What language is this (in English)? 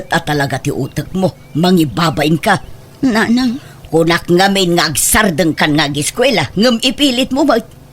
Iloko